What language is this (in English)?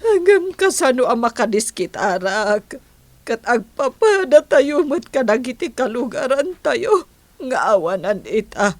Iloko